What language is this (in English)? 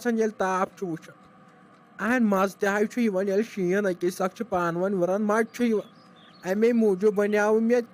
Kashmiri